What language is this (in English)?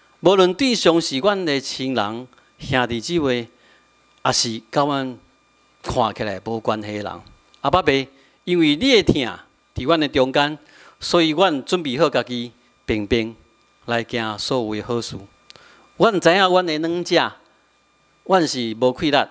Min Nan Chinese